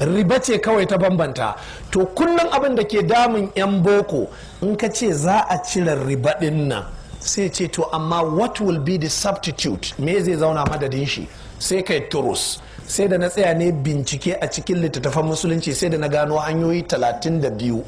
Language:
Hausa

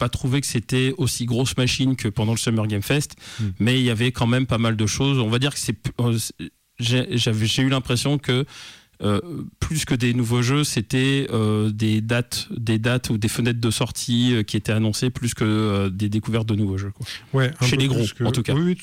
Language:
French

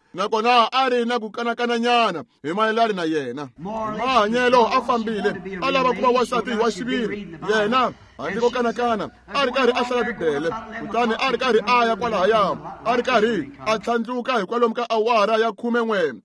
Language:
Tsonga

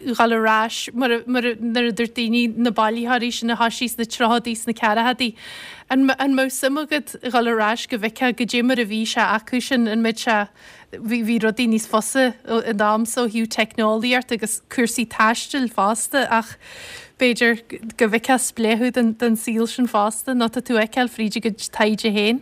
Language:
Irish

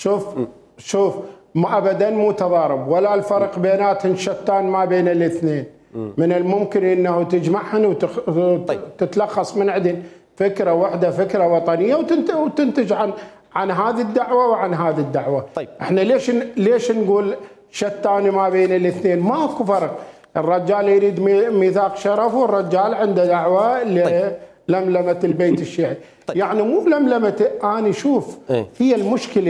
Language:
Mesopotamian Arabic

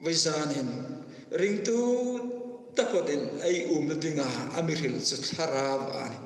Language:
Hmar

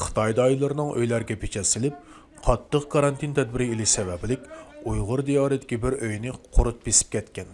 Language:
Uyghur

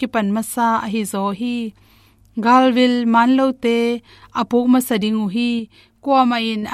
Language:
Tedim Chin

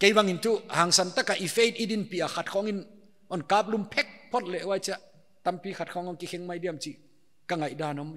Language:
Paite Chin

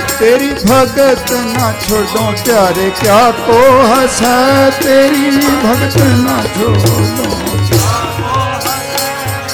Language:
Punjabi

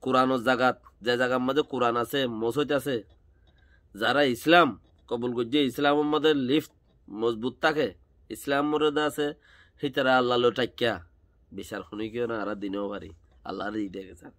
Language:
Rohingya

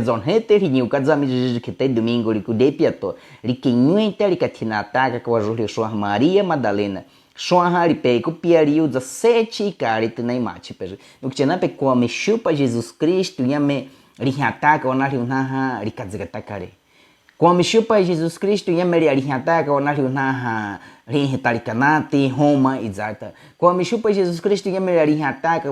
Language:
Baniwa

